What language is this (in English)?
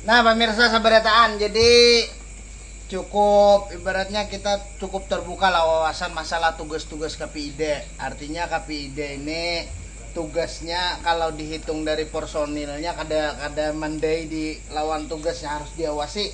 Banjar